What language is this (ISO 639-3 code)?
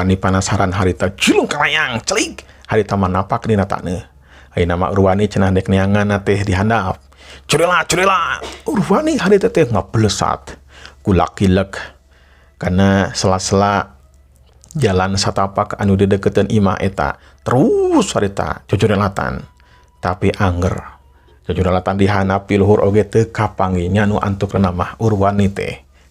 sun